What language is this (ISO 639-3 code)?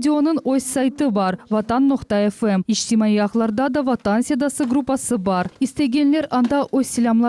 crh